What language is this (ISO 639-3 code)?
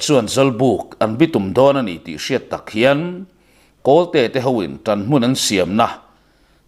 lus